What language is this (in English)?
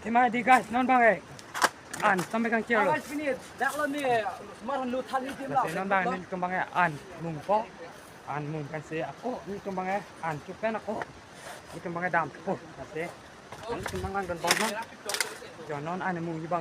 Karbi